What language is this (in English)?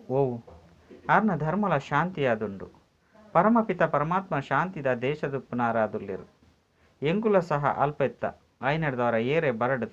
Tulu